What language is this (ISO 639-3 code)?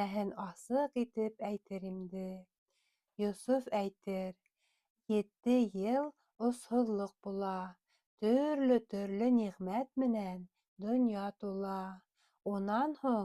bak